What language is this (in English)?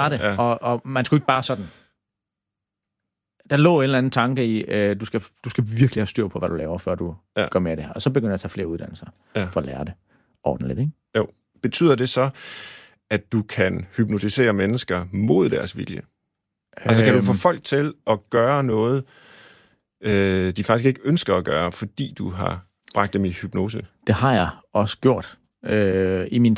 Danish